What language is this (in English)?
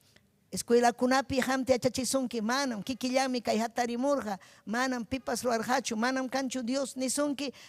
Ayacucho Quechua